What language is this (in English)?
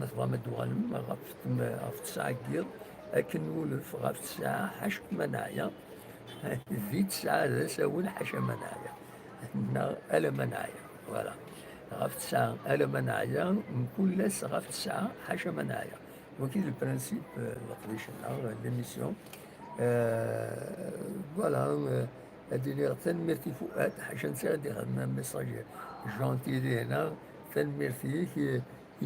Kabyle